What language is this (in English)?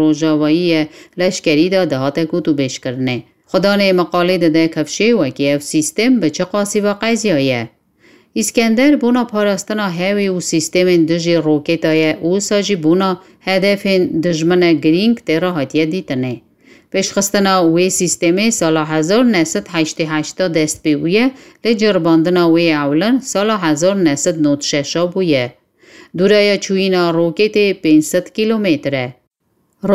Kurdish